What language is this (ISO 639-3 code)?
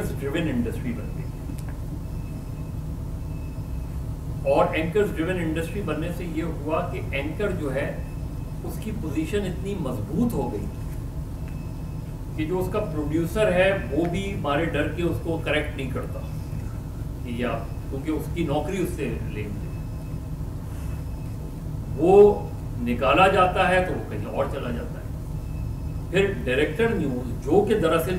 urd